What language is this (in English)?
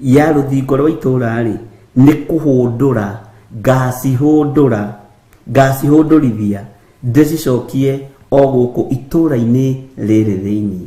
Kikuyu